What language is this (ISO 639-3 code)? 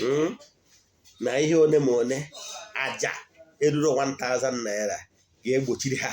ibo